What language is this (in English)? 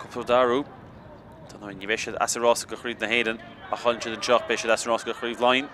Irish